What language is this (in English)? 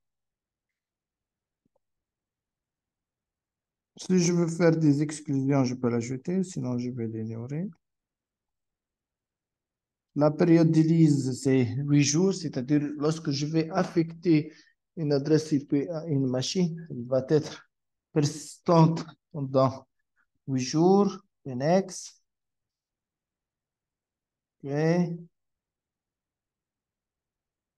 French